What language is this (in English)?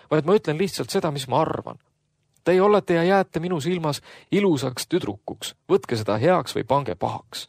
Estonian